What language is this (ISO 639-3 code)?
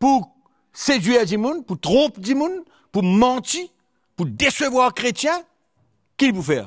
mfe